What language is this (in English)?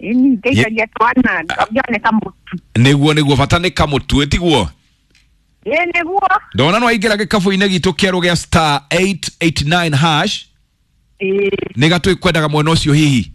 Kikuyu